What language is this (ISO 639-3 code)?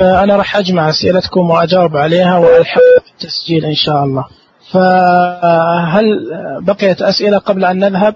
ars